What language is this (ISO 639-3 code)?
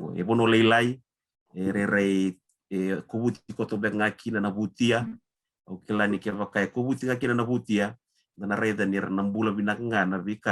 fij